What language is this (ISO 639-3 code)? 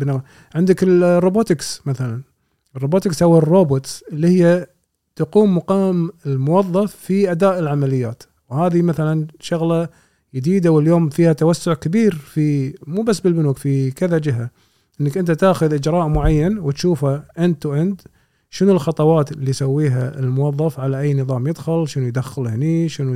afb